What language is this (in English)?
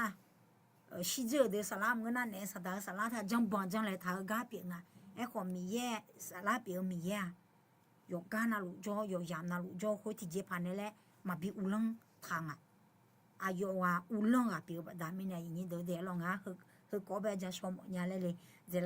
Akha